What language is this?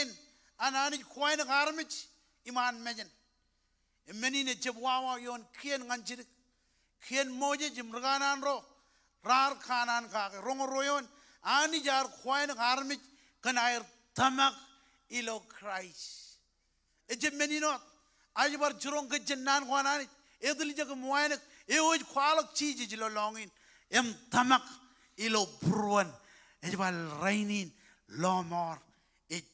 Marshallese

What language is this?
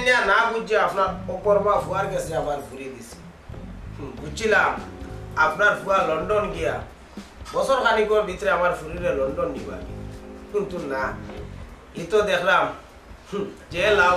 Sylheti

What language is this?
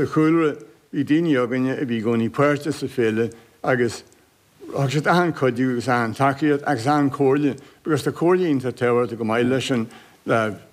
Irish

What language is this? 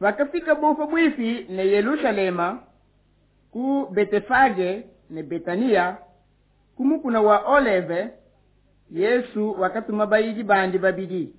Luba-Lulua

